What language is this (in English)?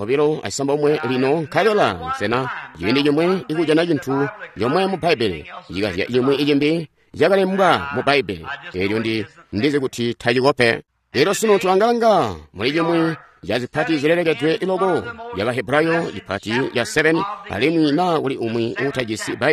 Tonga (Zambia)